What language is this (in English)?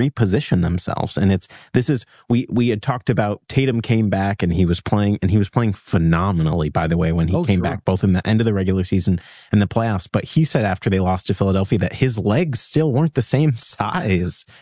English